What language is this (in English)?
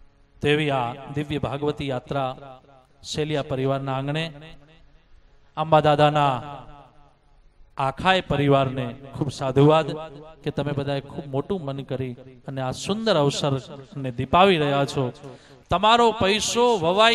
Gujarati